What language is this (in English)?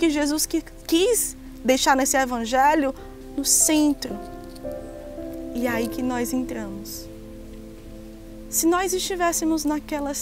Portuguese